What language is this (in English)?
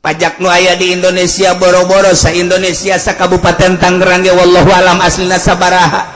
Sundanese